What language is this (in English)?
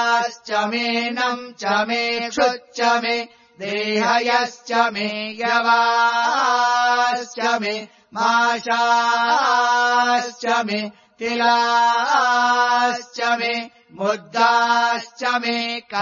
Sanskrit